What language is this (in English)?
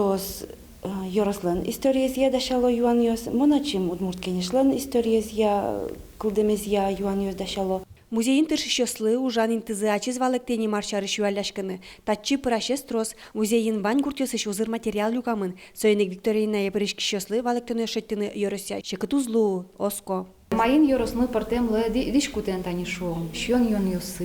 Udmurt